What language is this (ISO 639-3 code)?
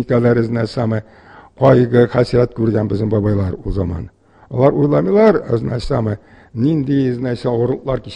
tat